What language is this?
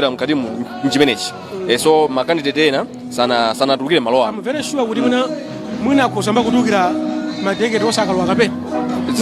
Nyanja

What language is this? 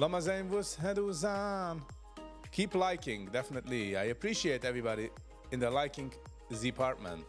Yiddish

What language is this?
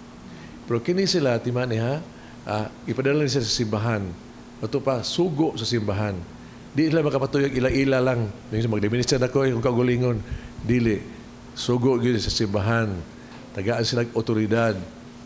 Cebuano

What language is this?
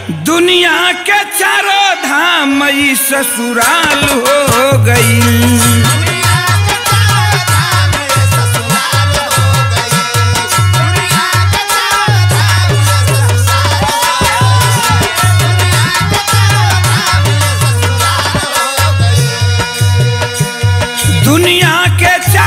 Bhojpuri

